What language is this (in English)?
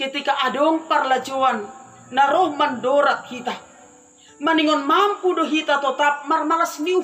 Batak Simalungun